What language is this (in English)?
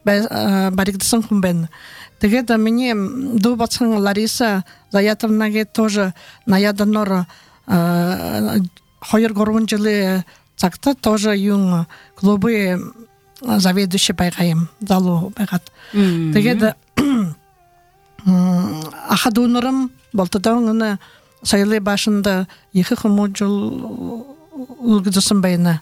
Buriat